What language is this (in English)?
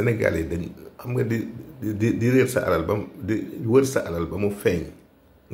Wolof